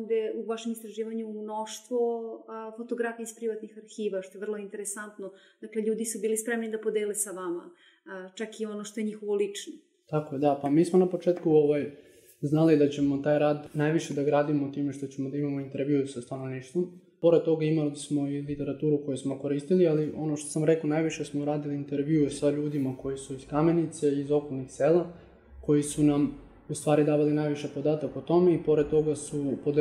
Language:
Serbian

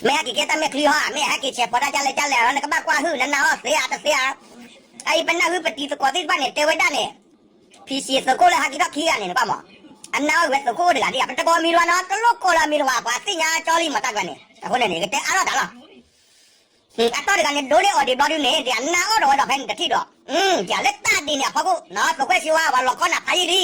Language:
S'gaw Karen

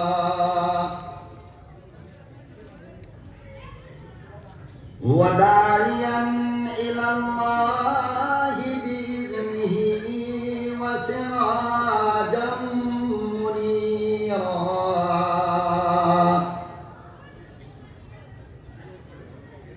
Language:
Urdu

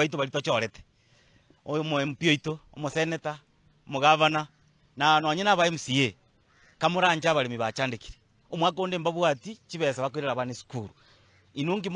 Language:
Gusii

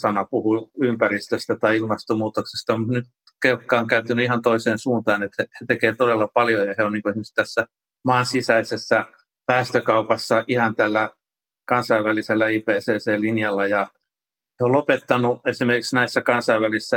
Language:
Finnish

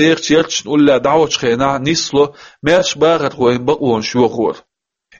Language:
Chechen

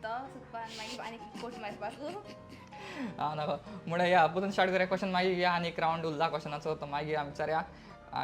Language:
Konkani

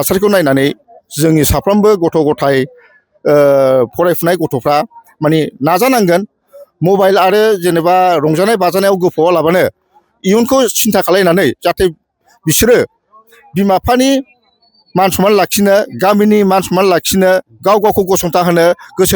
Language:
Bodo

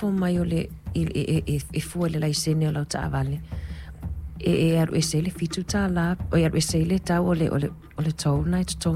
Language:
Samoan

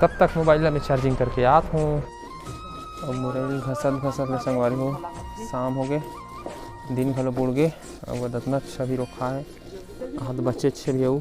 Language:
Chhattisgarhi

